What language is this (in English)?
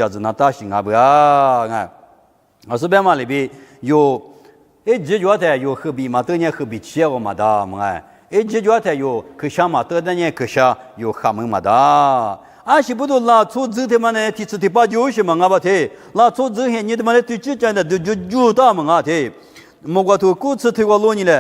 Lisu